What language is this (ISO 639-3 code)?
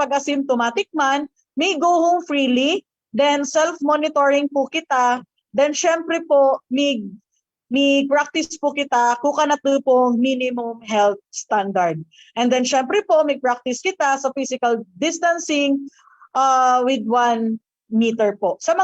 bik